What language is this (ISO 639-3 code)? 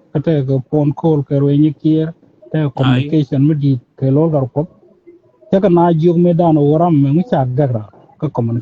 nus